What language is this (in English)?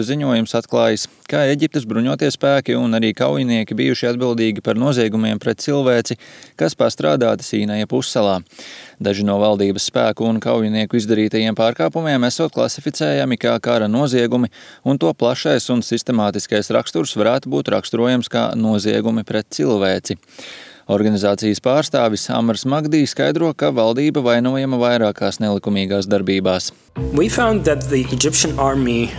Latvian